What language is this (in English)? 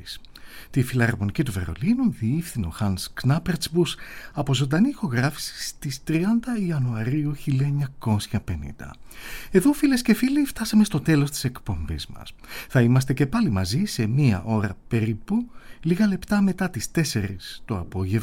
Greek